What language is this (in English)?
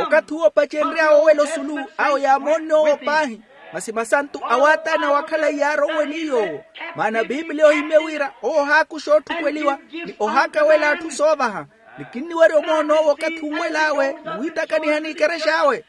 Makhuwa